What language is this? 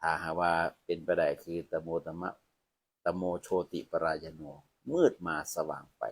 Northeastern Thai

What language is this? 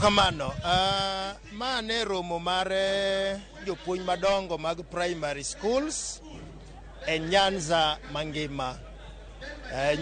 Luo (Kenya and Tanzania)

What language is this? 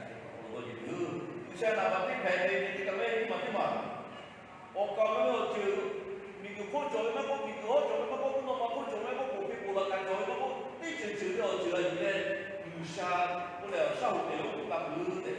Lahu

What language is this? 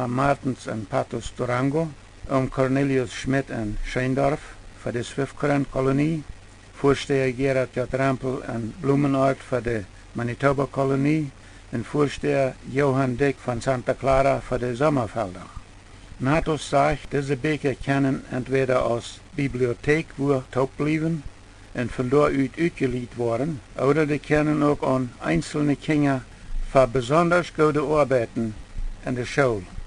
Plautdietsch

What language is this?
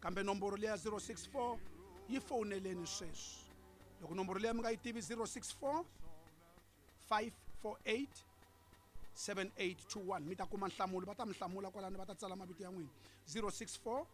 Tsonga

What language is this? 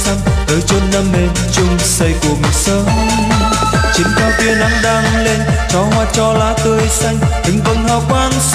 Vietnamese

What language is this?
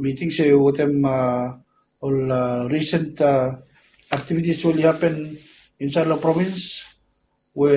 Bislama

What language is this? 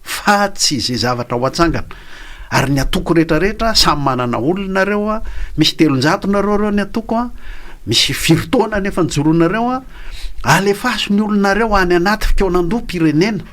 Malagasy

